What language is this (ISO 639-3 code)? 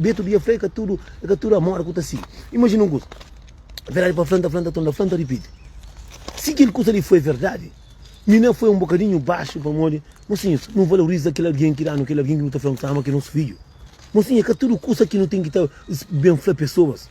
kea